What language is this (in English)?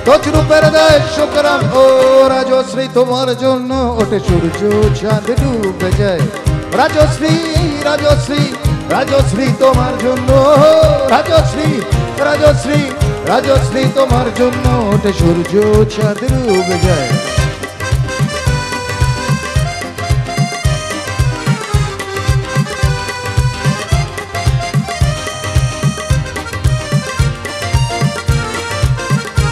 Bangla